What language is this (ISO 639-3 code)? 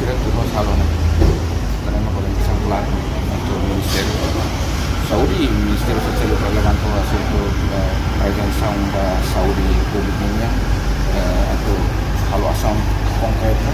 tet